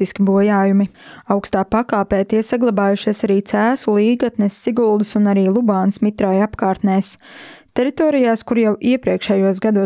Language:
Latvian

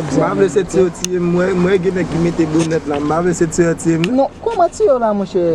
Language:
Haitian Creole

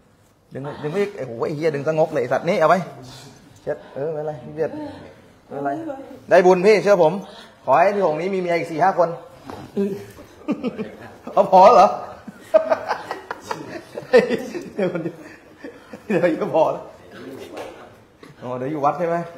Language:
Thai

